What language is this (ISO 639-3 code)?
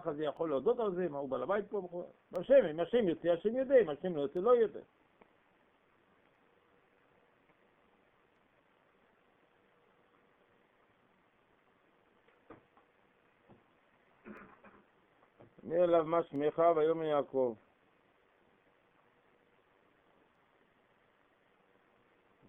heb